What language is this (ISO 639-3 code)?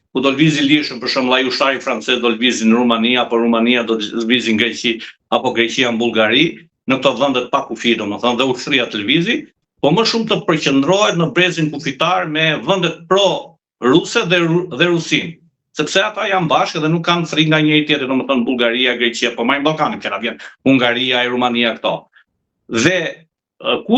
sqi